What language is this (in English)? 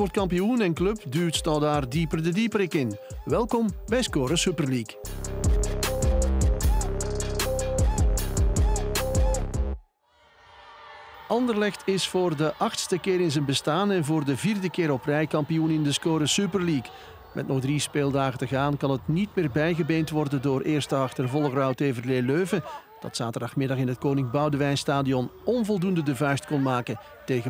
Dutch